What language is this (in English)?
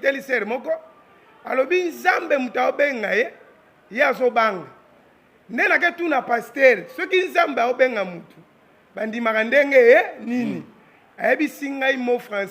Lingala